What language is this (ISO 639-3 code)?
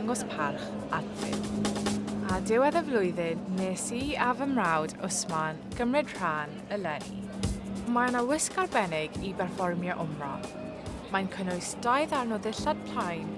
cym